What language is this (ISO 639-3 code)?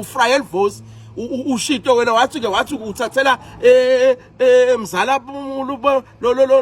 ssw